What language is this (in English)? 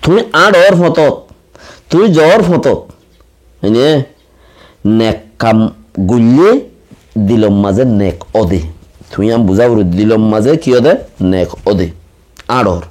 Rohingya